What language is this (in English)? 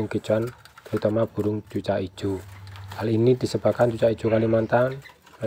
Indonesian